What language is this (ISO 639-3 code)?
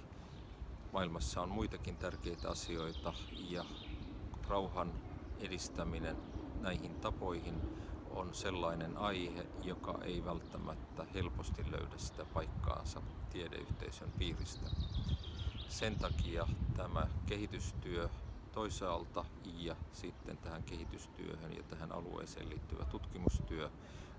fin